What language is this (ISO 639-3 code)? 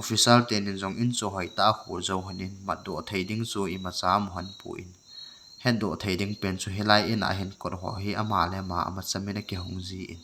tcz